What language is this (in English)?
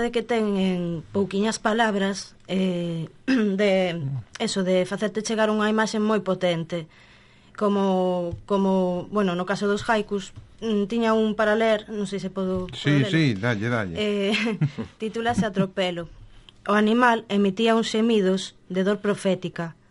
Galician